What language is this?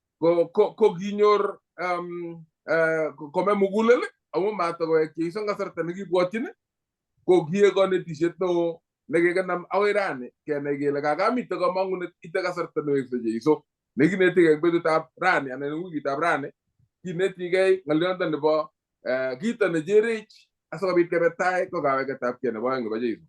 Kalenjin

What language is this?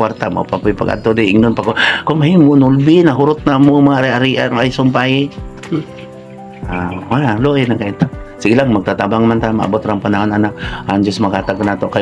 Cebuano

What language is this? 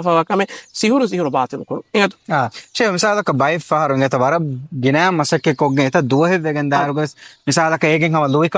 Divehi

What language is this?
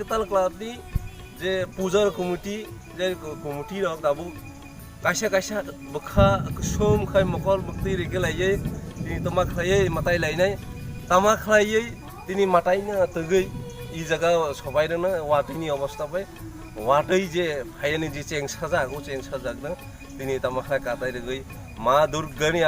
Kok Borok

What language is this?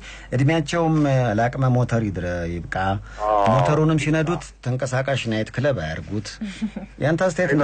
Amharic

